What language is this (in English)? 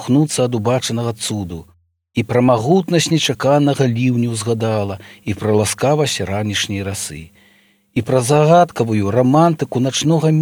Belarusian